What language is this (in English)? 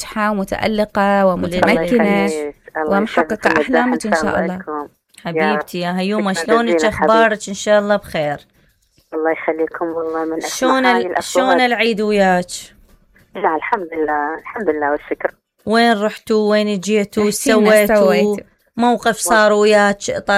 Mesopotamian Arabic